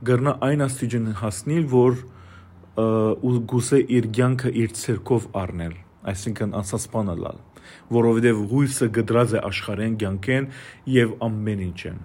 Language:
Western Armenian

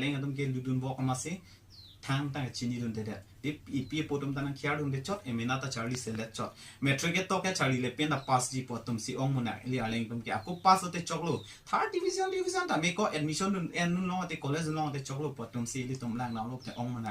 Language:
Karbi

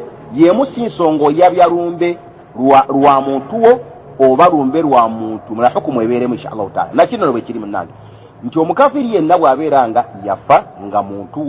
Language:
Ganda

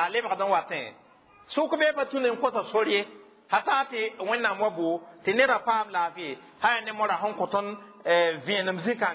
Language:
Mossi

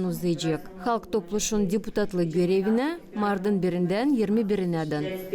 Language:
Gagauz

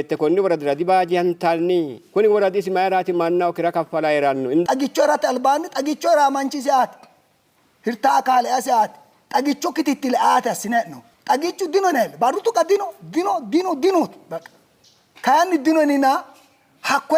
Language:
Sidamo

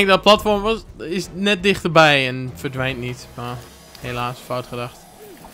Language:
Dutch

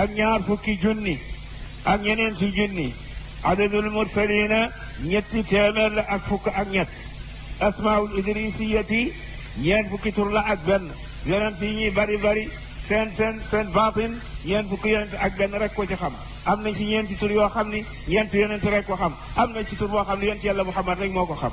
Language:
Wolof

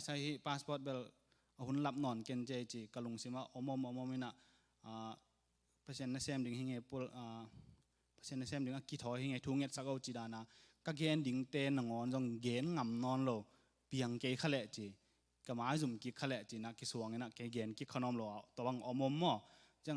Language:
Tedim Chin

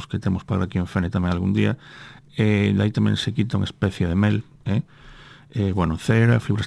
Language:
Galician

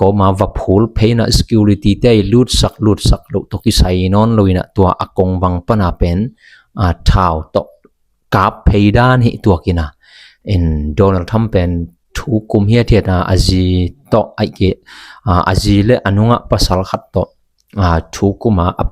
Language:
Tedim Chin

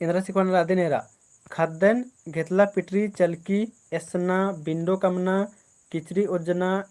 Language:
Kurukh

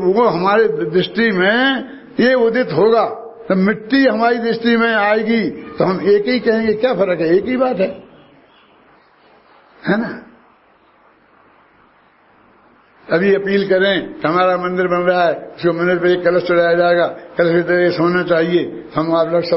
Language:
Hindi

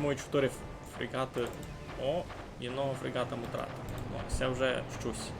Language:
Rusyn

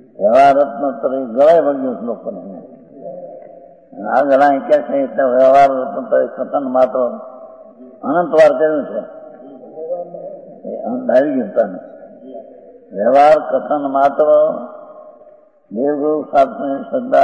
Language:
Gujarati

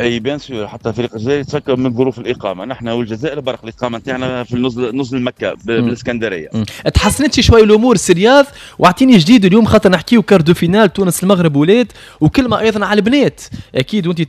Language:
Tunisian Arabic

